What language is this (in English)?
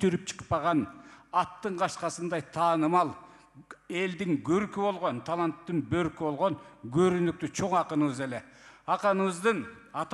Kyrgyz